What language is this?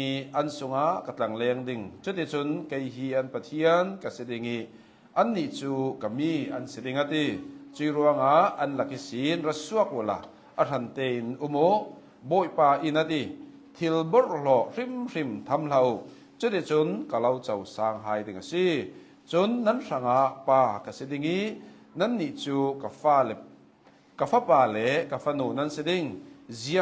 Hakha Chin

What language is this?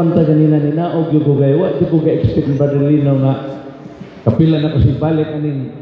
Cebuano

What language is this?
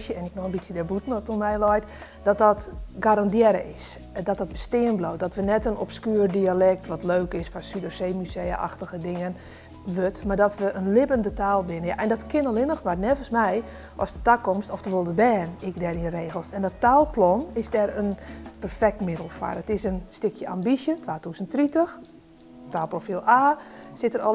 Western Frisian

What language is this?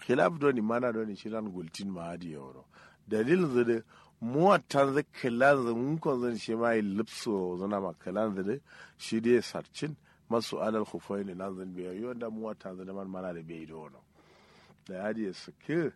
Kanuri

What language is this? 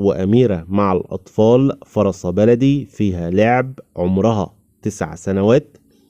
Egyptian Arabic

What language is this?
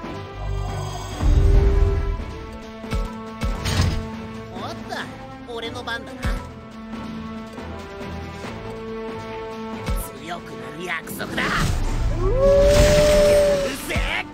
Japanese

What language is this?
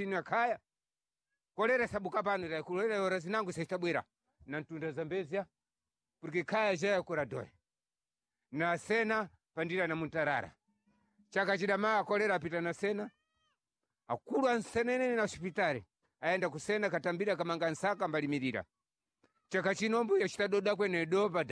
Sena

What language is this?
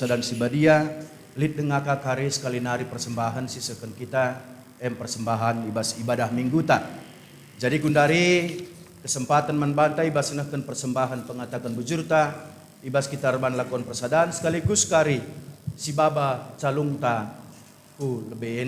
Batak Karo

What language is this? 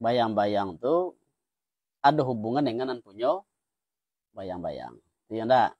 Minangkabau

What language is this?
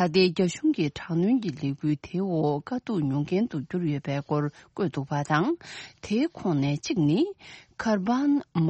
Tibetan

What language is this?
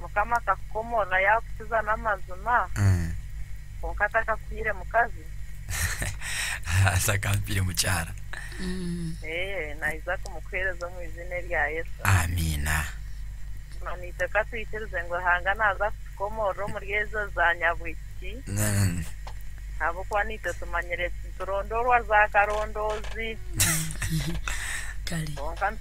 Ganda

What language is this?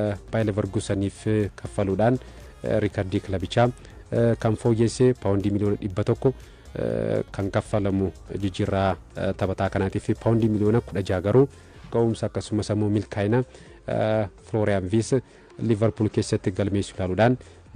Oromo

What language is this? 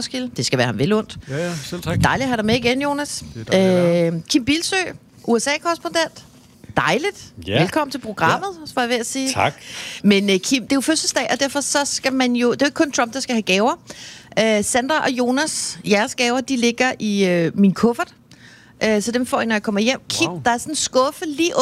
Danish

